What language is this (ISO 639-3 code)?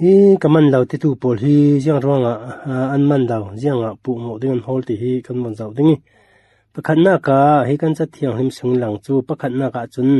cfm